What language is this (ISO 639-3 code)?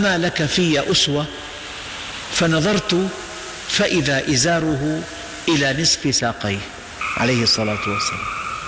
ara